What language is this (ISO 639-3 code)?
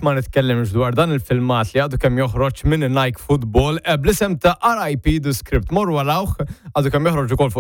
mlt